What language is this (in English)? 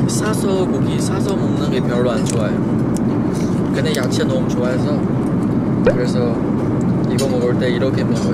Korean